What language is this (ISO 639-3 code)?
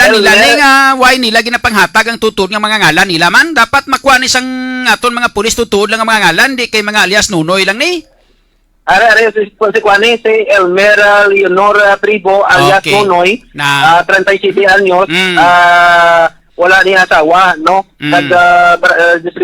hil